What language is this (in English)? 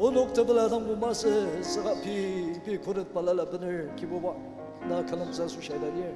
Ao Naga